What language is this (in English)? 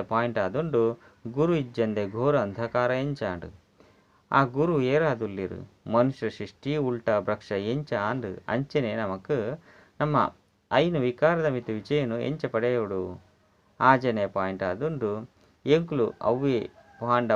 Tulu